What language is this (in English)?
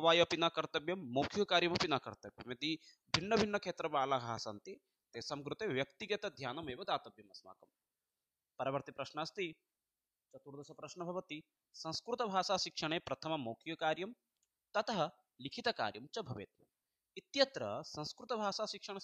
Sanskrit